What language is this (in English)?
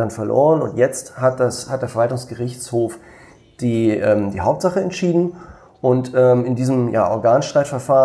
German